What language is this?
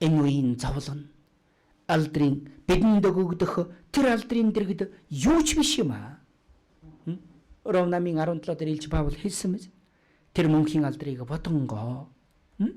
Mongolian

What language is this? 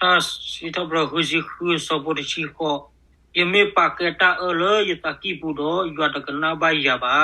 S'gaw Karen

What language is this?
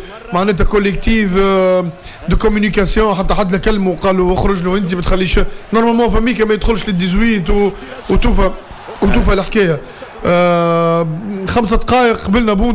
Tunisian Arabic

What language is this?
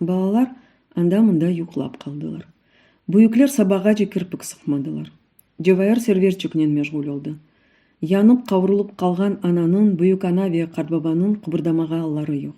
Crimean Tatar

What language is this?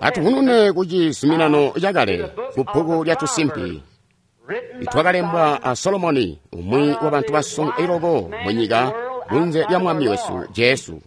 Tonga (Zambia)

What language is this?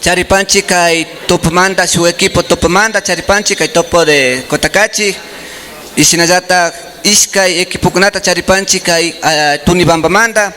Imbabura Highland Quichua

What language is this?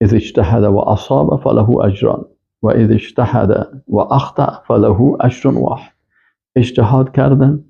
Persian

